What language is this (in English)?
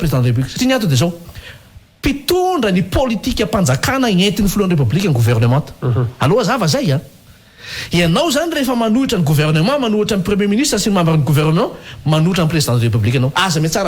Malagasy